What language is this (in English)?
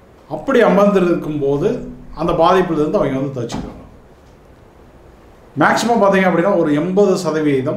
Tamil